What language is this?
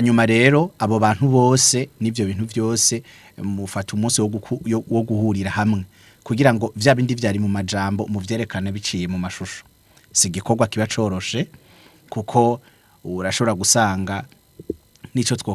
Rundi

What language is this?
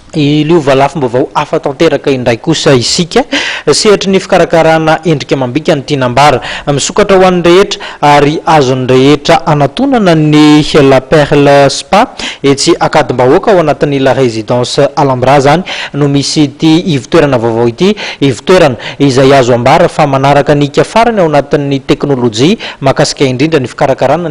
Malagasy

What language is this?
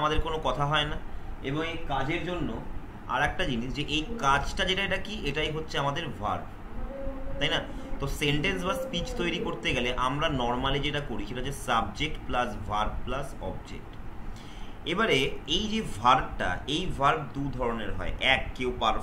Bangla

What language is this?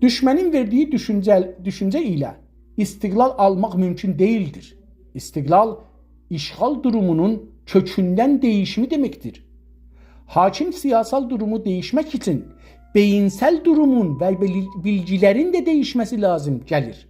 South Azerbaijani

